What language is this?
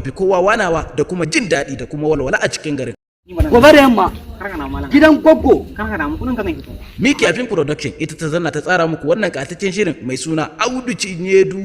Hausa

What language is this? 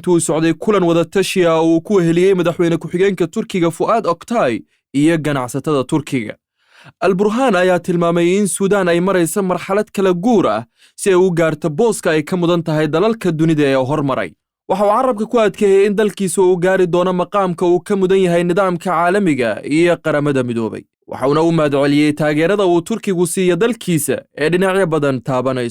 Somali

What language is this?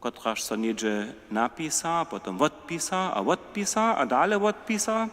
Upper Sorbian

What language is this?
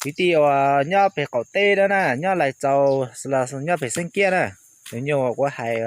Hmong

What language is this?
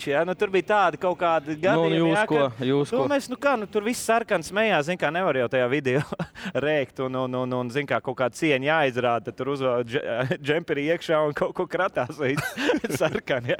Latvian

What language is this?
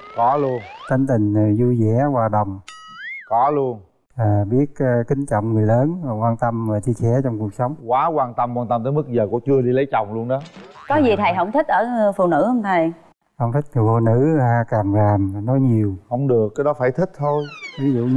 Vietnamese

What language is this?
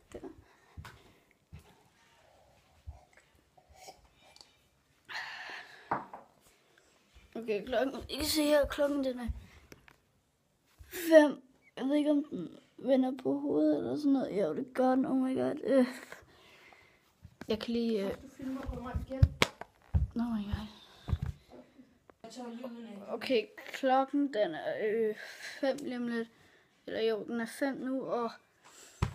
Danish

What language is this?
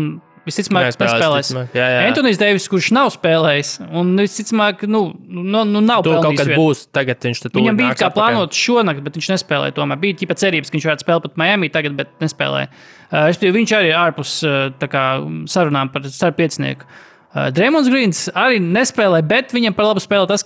Latvian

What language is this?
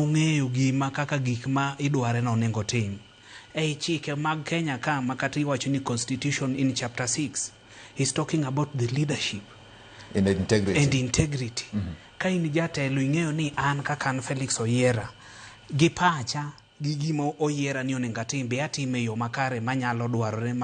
Luo (Kenya and Tanzania)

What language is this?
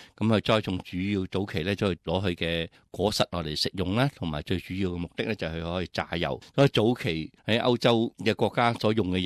Cantonese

